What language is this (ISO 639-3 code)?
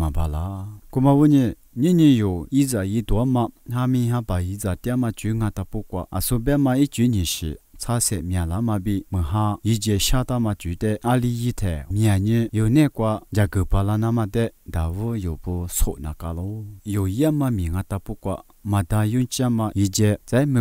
lis